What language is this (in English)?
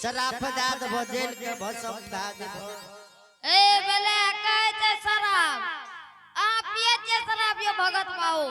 Angika